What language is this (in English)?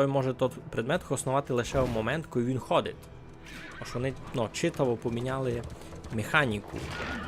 Rusyn